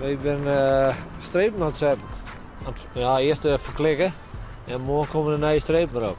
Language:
Western Frisian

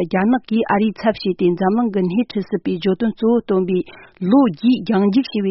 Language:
Tibetan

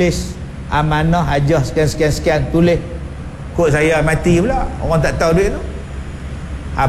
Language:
Malay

